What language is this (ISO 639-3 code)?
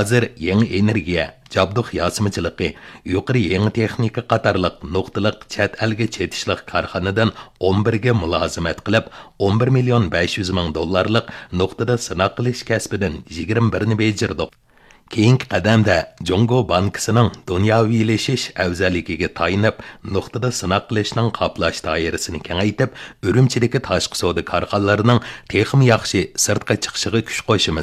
uig